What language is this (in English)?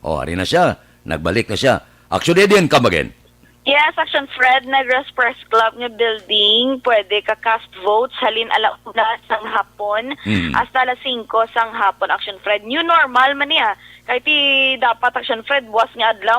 Hiligaynon